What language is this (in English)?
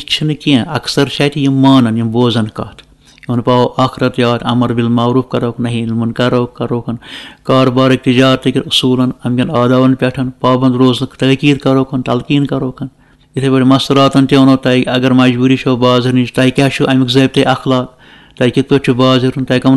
Kashmiri